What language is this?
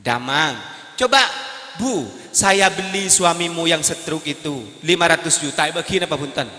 Madurese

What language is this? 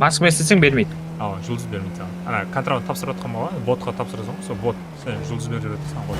Kara-Kalpak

